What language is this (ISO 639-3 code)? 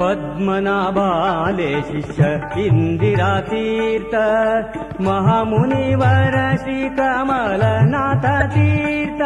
kok